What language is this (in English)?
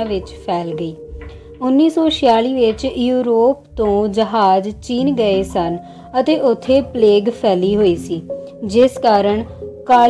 Punjabi